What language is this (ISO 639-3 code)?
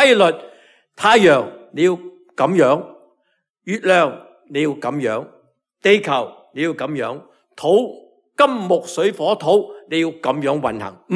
yue